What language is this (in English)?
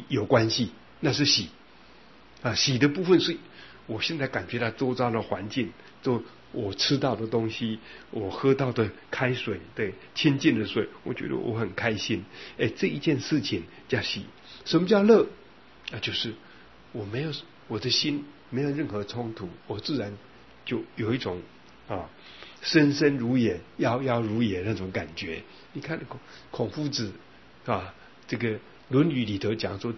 Chinese